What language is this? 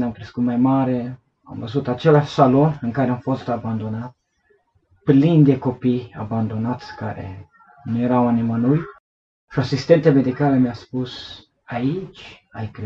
Romanian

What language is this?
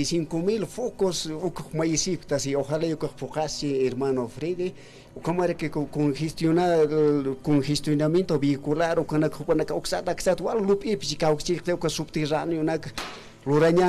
Aymara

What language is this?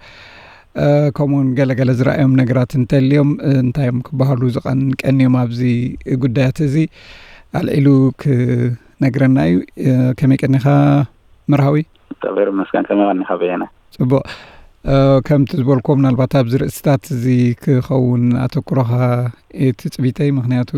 Tigrinya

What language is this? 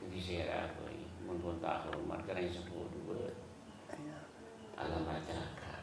Madurese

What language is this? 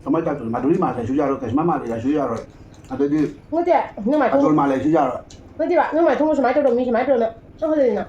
Manipuri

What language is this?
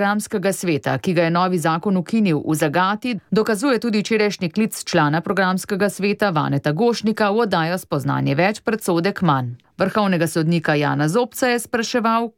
Slovenian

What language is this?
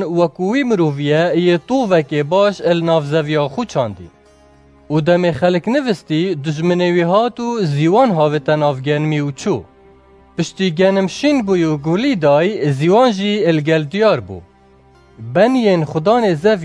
Kurdish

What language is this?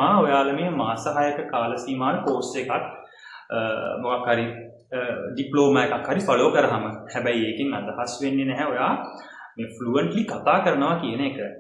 Sinhala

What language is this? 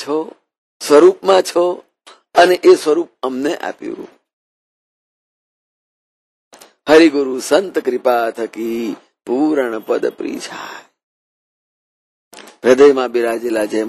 Gujarati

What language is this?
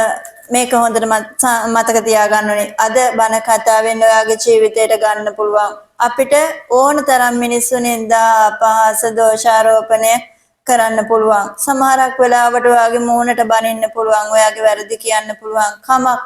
Sinhala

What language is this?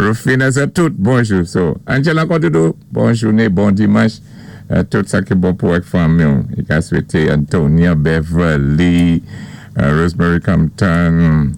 Saint Lucian Creole French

